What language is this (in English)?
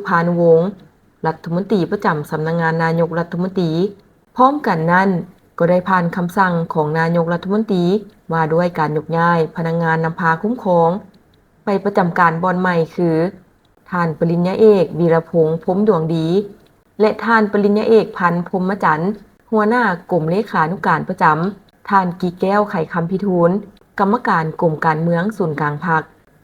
Lao